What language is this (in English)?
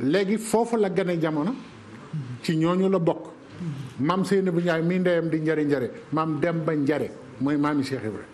Wolof